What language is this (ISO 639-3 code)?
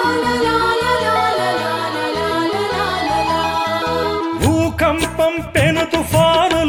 tel